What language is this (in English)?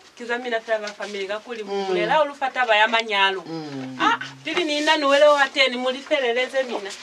Lozi